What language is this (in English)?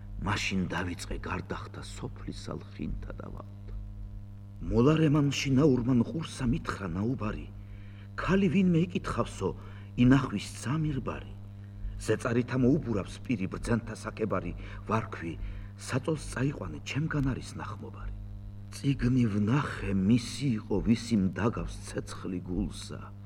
Georgian